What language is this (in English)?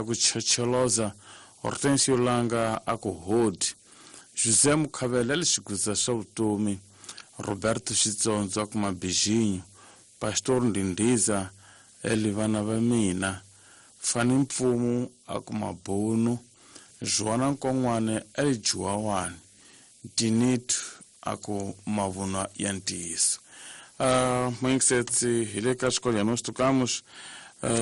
Tsonga